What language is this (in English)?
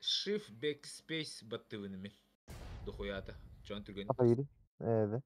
Yakut